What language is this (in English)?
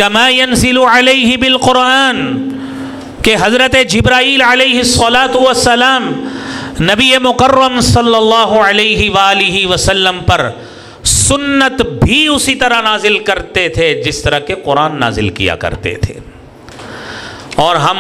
Urdu